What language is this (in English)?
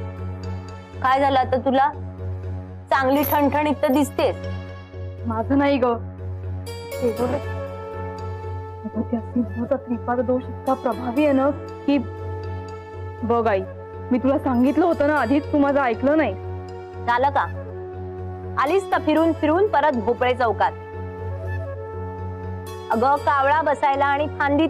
Marathi